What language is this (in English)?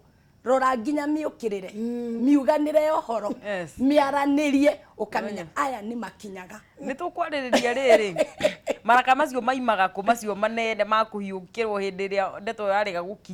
Kikuyu